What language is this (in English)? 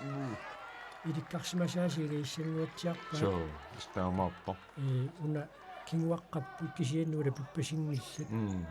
Kalaallisut